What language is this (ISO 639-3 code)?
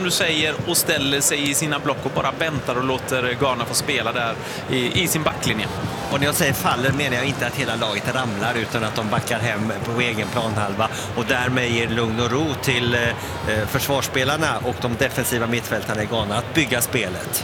swe